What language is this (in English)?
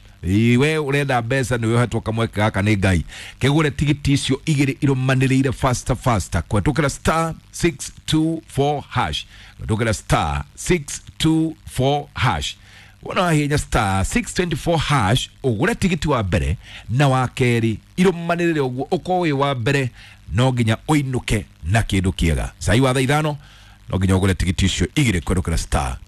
Kikuyu